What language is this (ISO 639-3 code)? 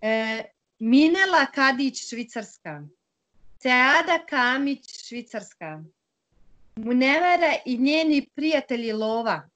bos